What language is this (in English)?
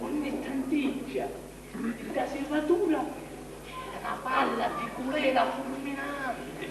Sicilian